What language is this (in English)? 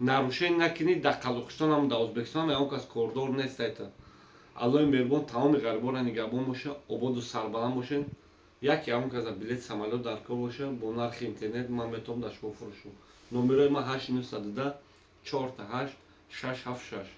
Tajik